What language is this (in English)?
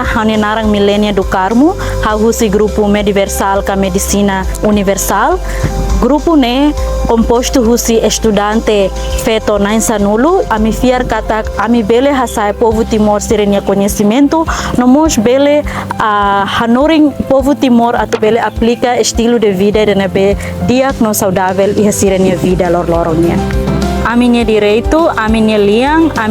Tetum